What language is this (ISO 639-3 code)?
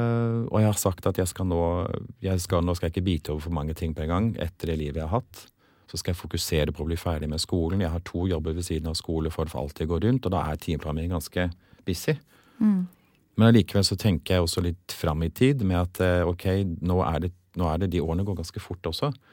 nor